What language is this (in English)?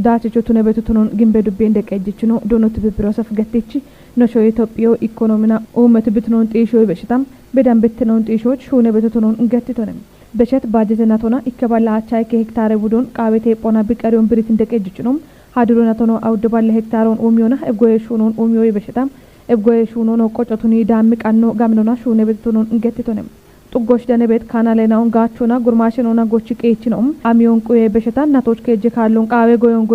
Kafa